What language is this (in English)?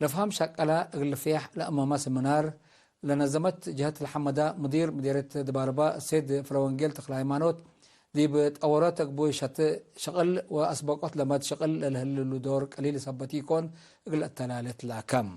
Tigre